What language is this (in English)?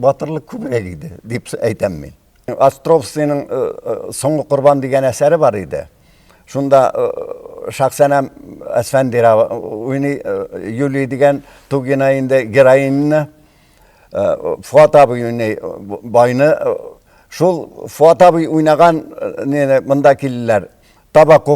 Tatar